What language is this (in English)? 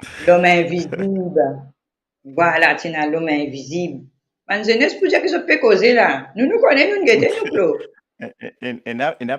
Morisyen